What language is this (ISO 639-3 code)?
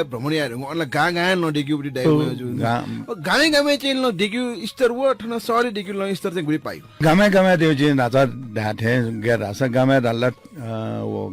new